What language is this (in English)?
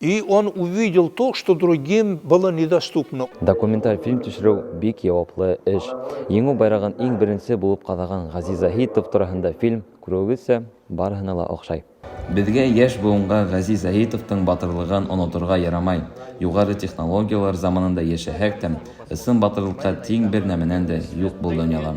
Bashkir